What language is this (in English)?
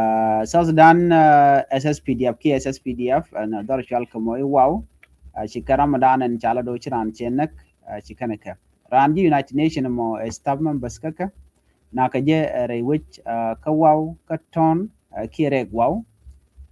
Nuer